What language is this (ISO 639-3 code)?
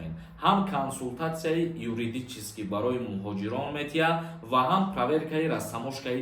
tgk